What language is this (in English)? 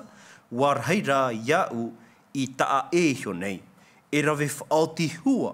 Tahitian